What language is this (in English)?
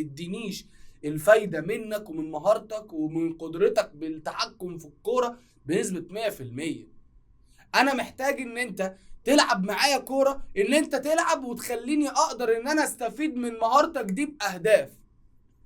Egyptian Arabic